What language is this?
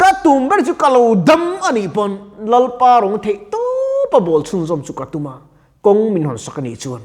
Mizo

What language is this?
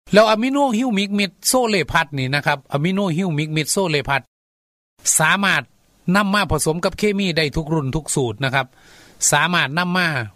Thai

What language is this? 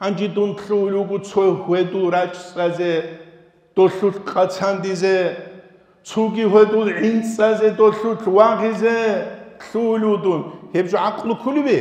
Avaric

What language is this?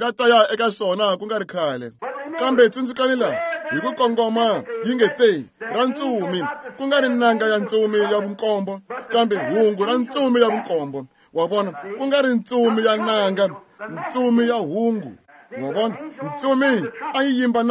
Tsonga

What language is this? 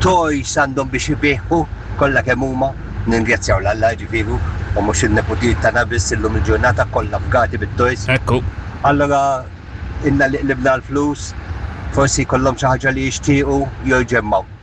Maltese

